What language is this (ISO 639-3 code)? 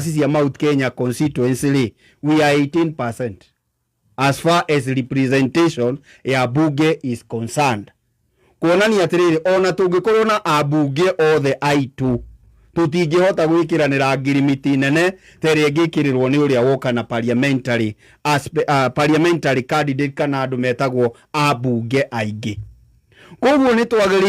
kik